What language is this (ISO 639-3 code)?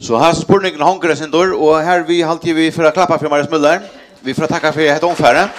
fao